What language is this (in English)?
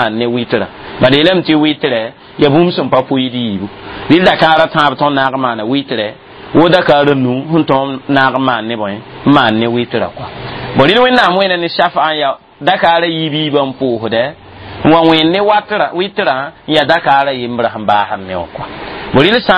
Mossi